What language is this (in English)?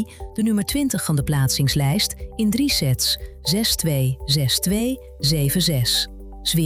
Dutch